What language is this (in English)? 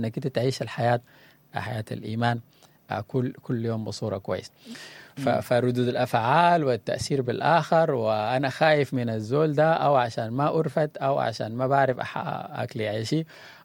Sudanese Arabic